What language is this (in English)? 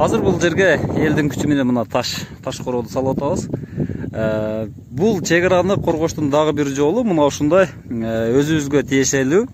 Kyrgyz